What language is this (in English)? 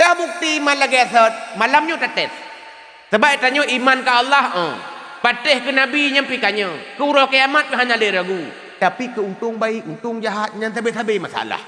Achinese